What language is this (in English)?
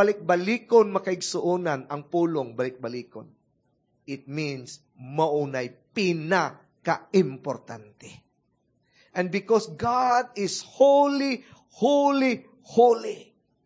Cebuano